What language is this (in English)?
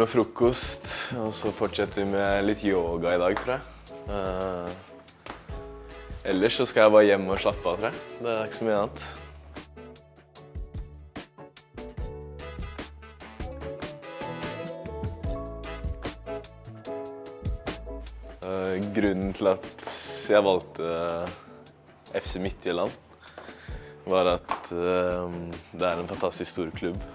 Norwegian